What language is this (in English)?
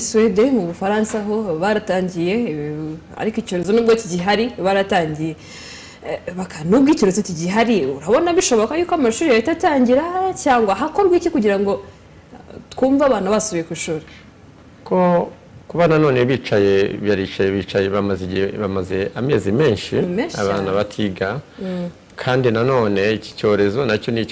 Kinyarwanda